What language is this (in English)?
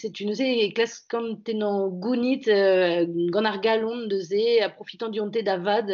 Breton